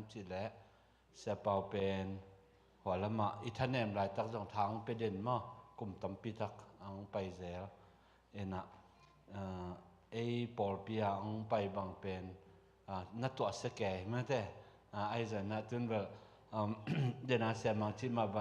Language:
Tedim Chin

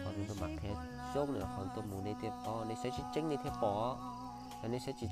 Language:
Hmong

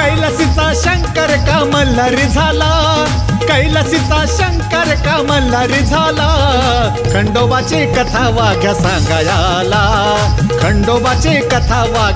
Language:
Marathi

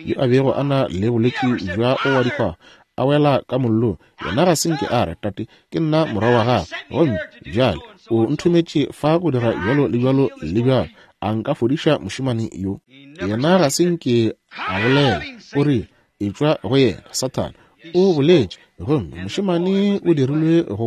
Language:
Northern Sotho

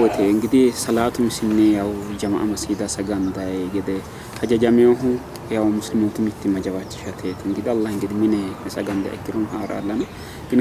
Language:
Sidamo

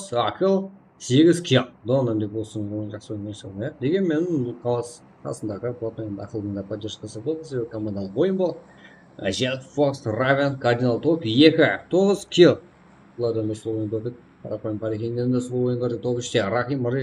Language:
Kara-Kalpak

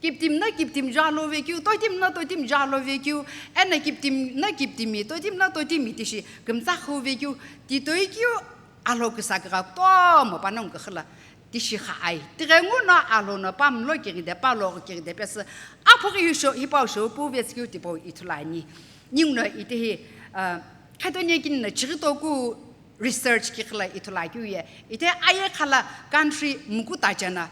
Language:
Sumi Naga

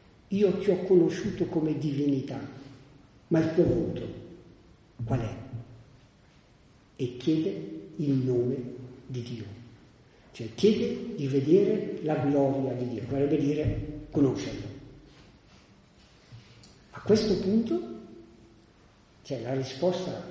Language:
Italian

